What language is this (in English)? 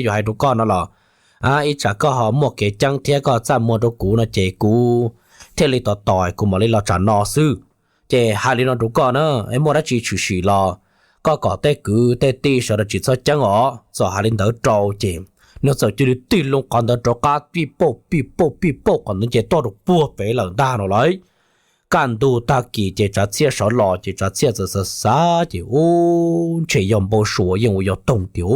Hmong